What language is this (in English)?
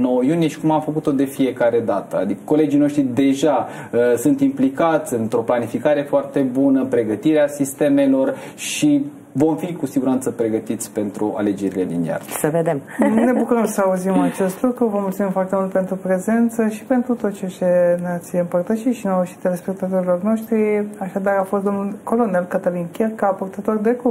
Romanian